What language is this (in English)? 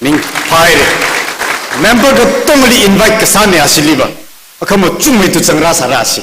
Tangkhul Naga (India)